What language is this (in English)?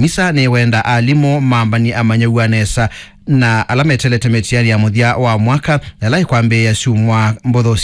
Kamba